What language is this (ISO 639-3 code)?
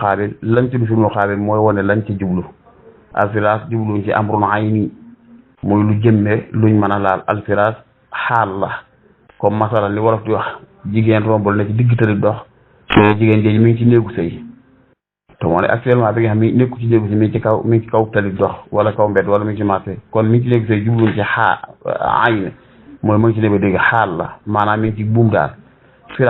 wol